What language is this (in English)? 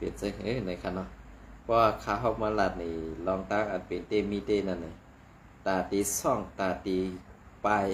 Shan